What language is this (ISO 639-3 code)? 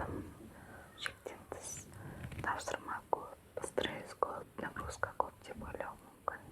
kaz